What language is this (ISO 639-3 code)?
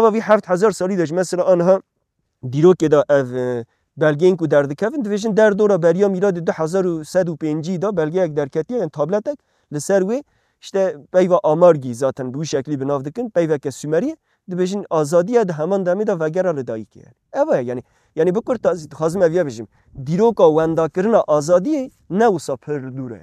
kur